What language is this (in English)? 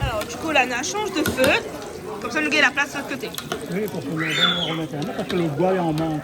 Réunion Creole French